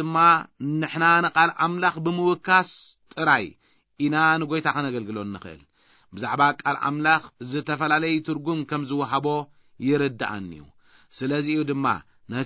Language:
Tigrinya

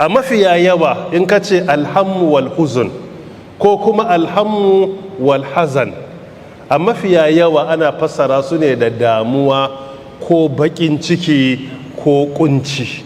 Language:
Hausa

